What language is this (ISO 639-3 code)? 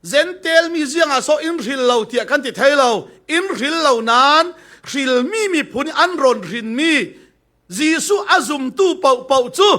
cfm